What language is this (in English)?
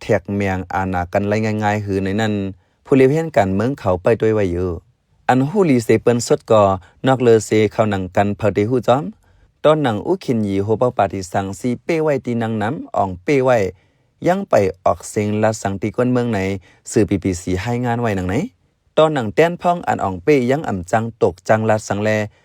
Shan